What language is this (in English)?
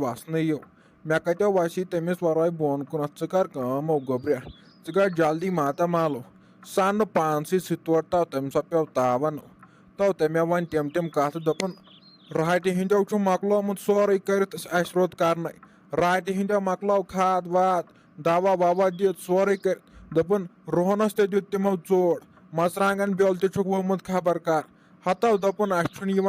Kashmiri